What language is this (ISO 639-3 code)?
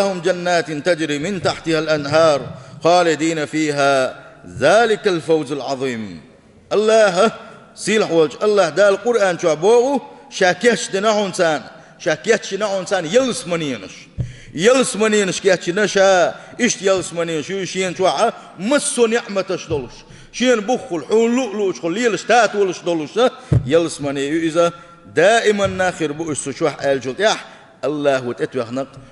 che